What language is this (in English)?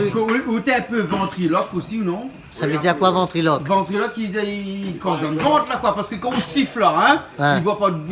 Réunion Creole French